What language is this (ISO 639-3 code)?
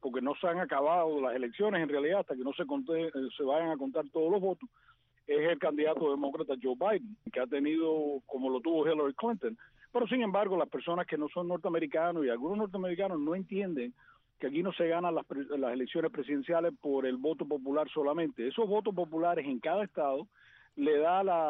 spa